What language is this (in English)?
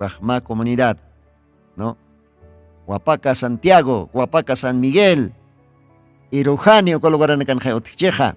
Aymara